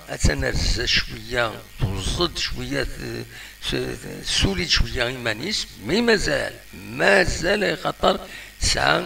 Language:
Kabyle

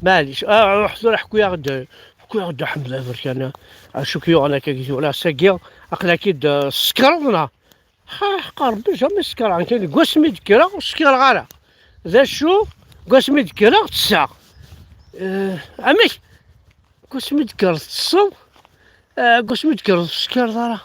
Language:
Kabyle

